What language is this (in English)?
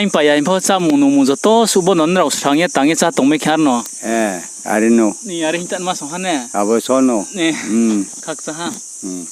Riang (India)